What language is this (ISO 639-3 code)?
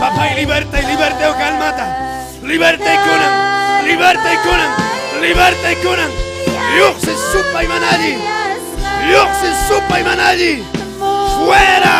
quy